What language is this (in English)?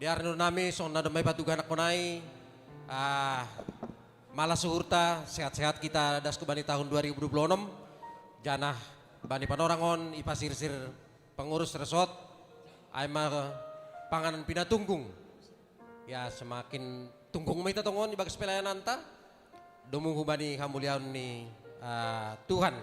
Batak Simalungun